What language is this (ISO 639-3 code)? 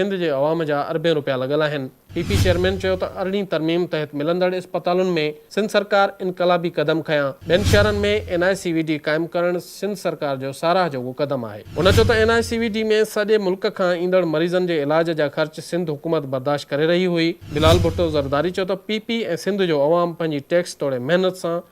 snd